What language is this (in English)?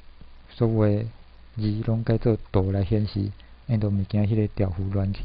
Min Nan Chinese